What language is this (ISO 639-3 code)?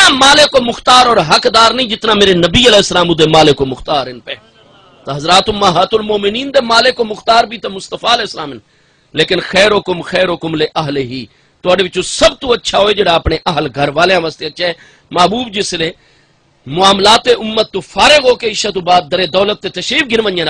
skr